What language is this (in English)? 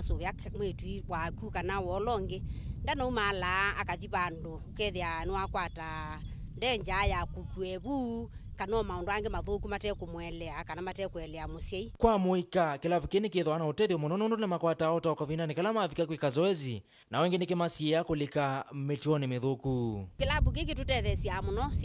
Kamba